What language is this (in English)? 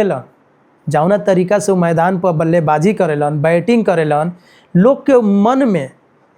Bhojpuri